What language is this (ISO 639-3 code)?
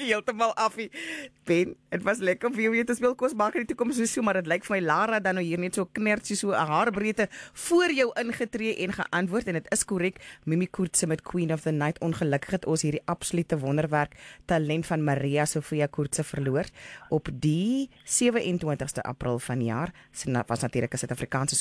afr